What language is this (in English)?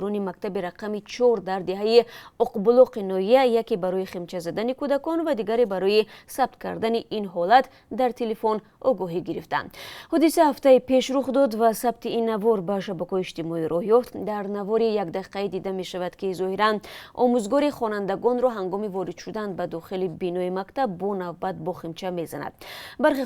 Tajik